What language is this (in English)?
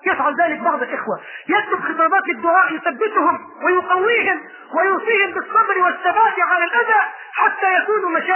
Arabic